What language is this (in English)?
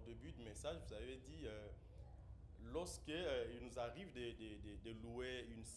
French